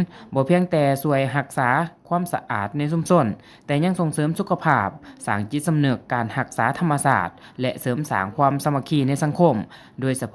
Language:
Lao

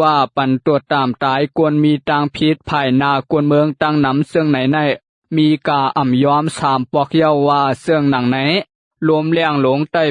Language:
Shan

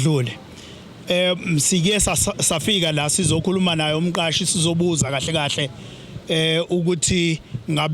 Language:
Zulu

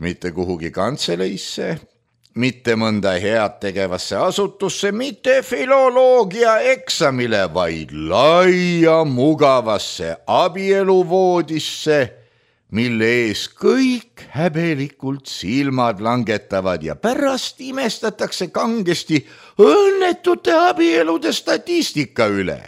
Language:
Estonian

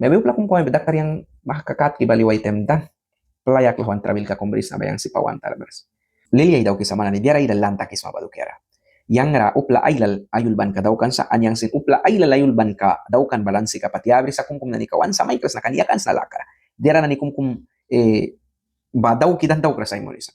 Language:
Mískito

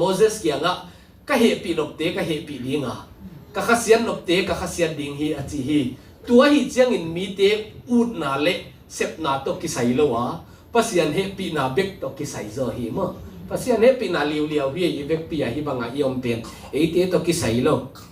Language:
Tedim Chin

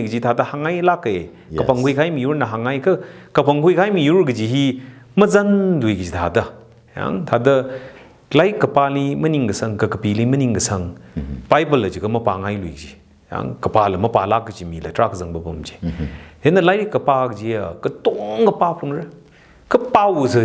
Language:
Tangkhul Naga (India)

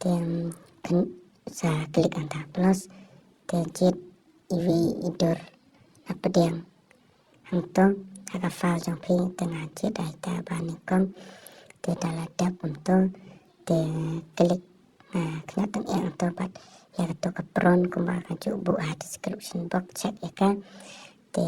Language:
Khasi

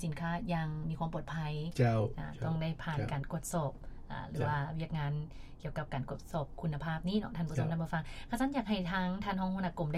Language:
Lao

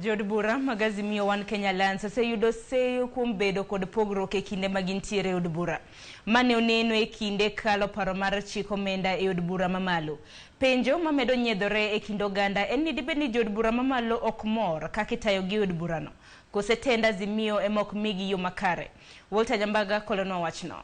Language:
Luo (Kenya and Tanzania)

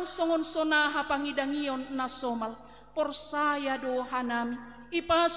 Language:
Batak Simalungun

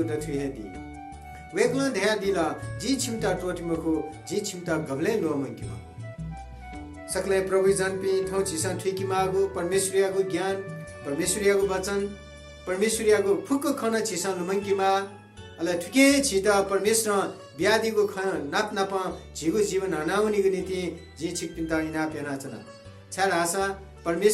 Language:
Newari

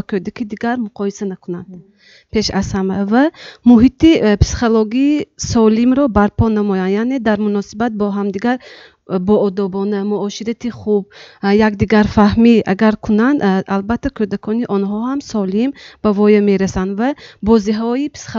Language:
Tajik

